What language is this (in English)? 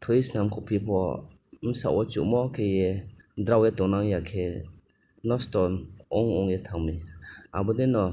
Riang (India)